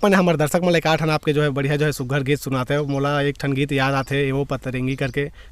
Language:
Chhattisgarhi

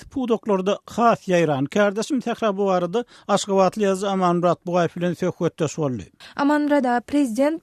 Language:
Turkmen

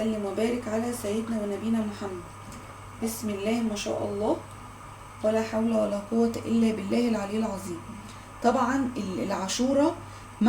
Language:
Egyptian Arabic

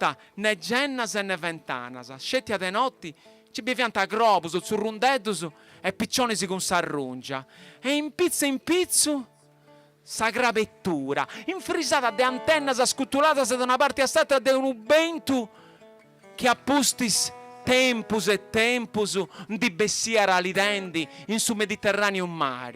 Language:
Sardinian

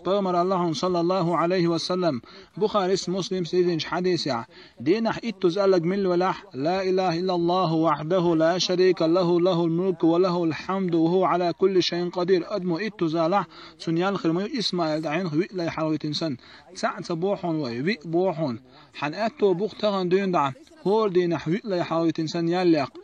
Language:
Chechen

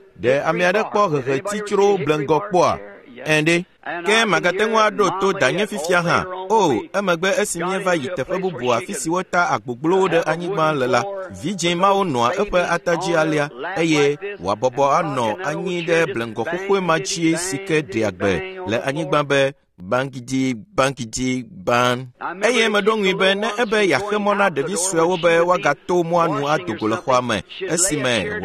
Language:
Ewe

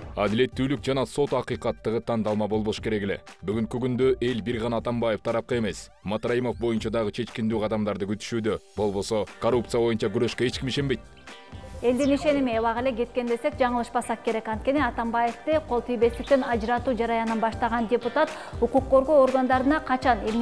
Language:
Kyrgyz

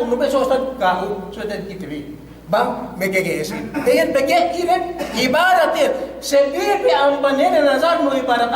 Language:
Yakan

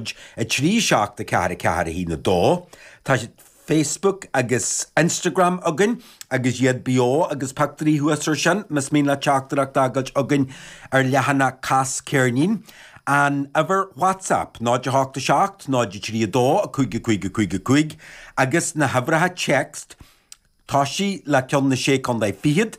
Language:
Irish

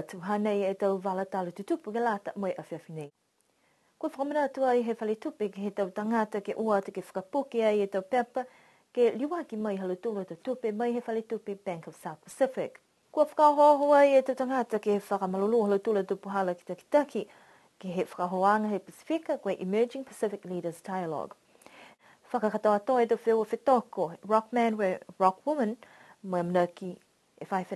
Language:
Niuean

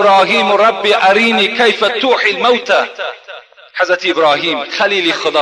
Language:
Tajik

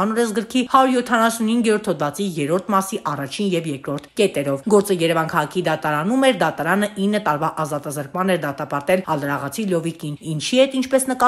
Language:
Armenian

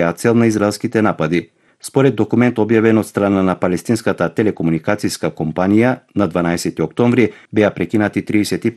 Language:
Macedonian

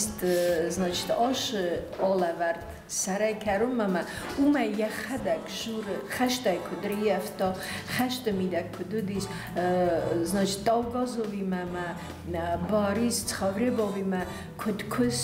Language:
Ossetic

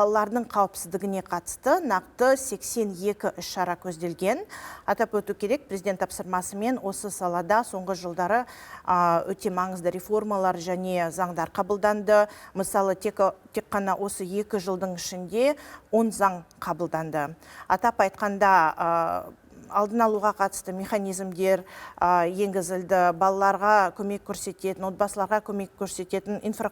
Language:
Kazakh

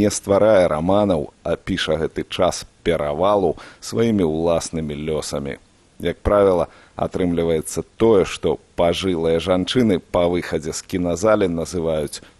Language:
Belarusian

